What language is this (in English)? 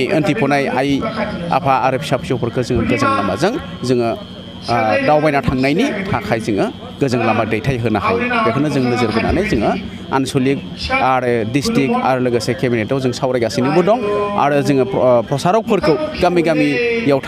Bodo